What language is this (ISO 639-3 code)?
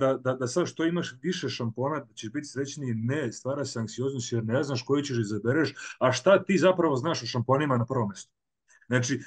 srp